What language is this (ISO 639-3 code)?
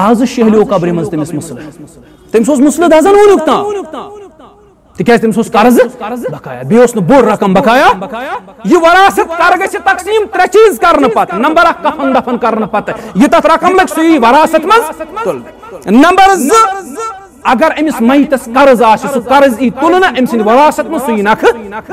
kas